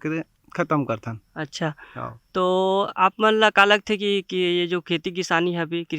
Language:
Chhattisgarhi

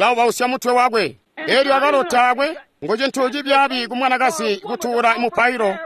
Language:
Tonga (Zambia)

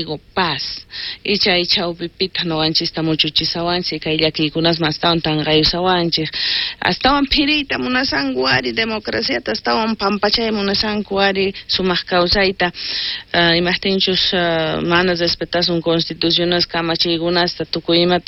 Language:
South Bolivian Quechua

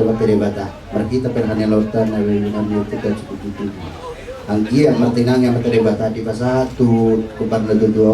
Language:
Batak Toba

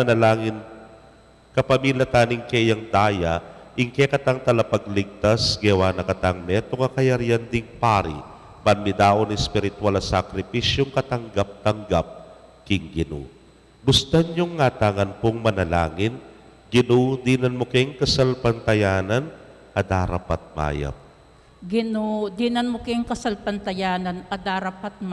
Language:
Pampanga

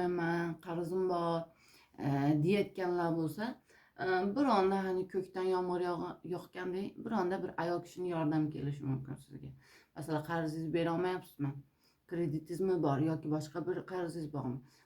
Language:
Uzbek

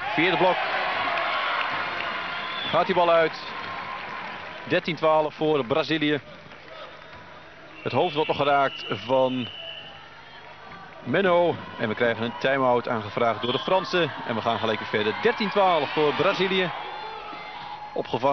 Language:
Dutch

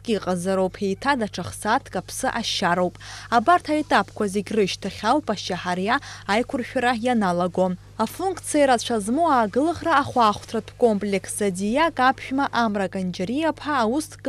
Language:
Abkhazian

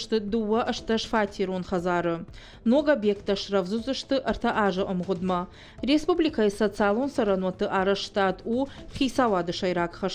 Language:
Ossetic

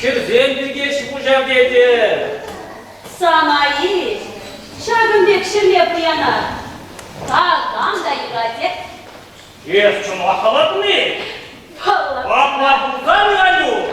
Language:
Chuvash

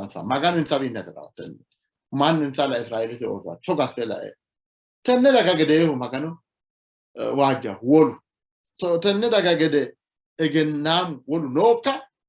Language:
Sidamo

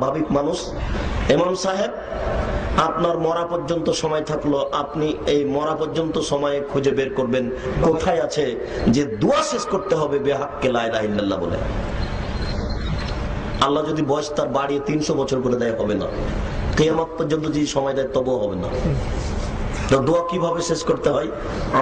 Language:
Bangla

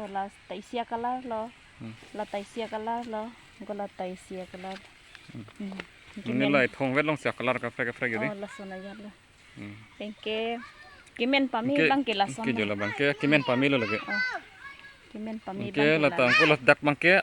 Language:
Karbi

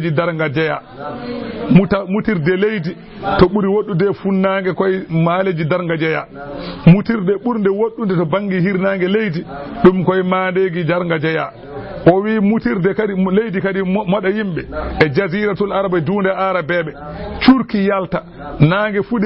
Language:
Fula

